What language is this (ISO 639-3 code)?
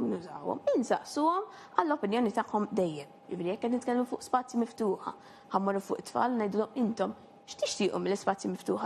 mlt